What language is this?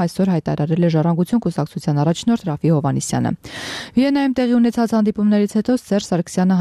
Armenian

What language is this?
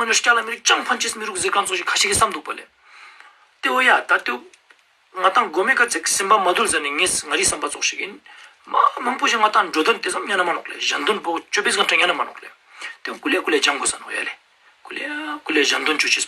Ladakhi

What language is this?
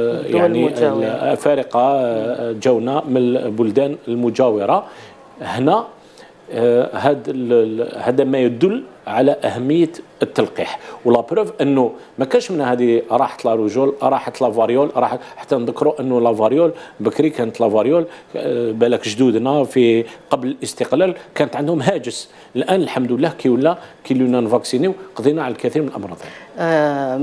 Algerian Arabic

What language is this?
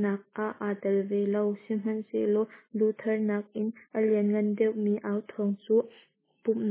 Hakha Chin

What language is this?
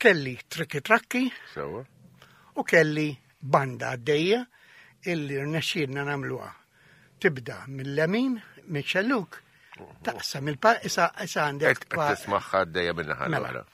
Maltese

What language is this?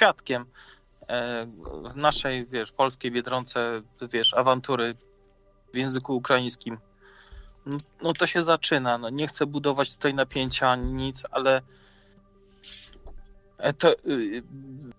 Polish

